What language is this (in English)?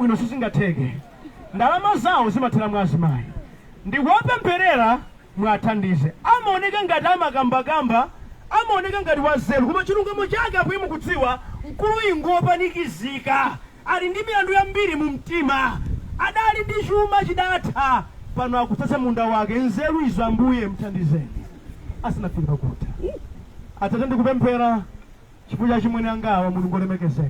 Nyanja